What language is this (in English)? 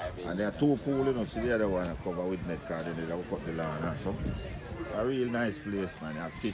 Jamaican Creole English